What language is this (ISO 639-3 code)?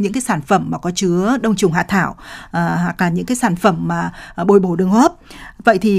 vie